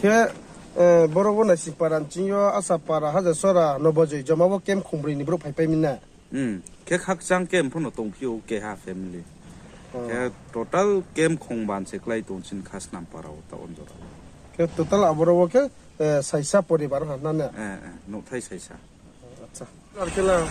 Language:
Riang (India)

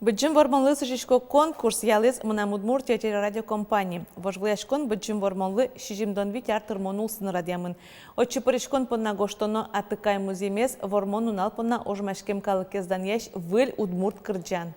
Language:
Udmurt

